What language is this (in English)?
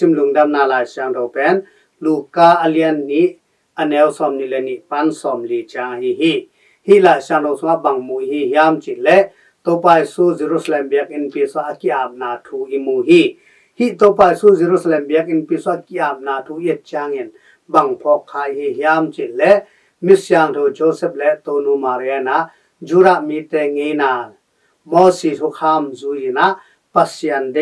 Tedim Chin